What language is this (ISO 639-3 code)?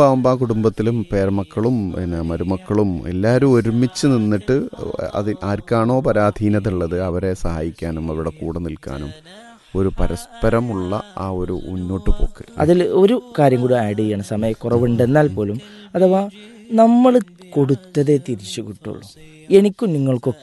mal